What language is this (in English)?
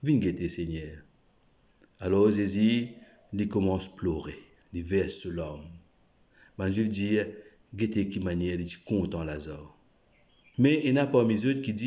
Morisyen